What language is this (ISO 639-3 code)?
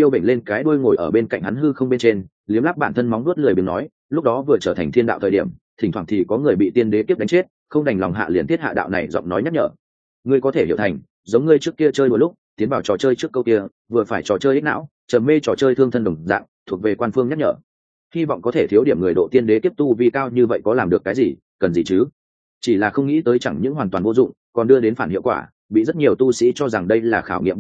vie